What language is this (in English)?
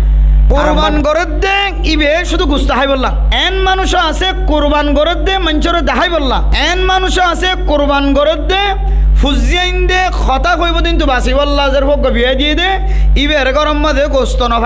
Rohingya